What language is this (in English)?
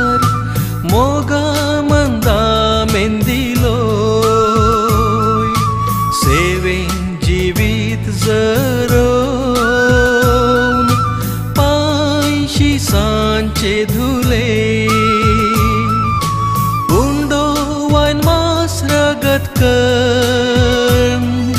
Konkani